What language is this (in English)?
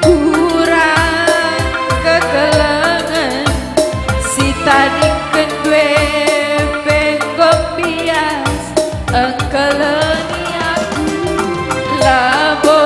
Batak Karo